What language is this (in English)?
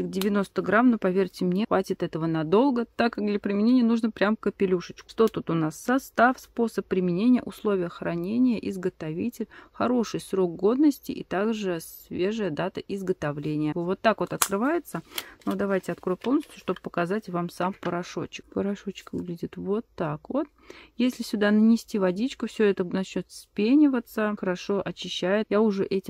Russian